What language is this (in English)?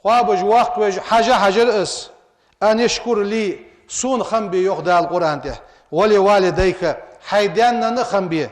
Ingush